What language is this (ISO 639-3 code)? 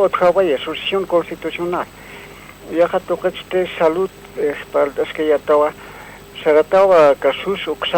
aym